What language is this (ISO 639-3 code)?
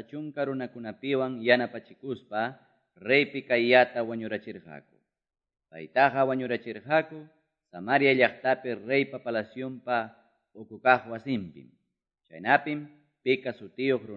quy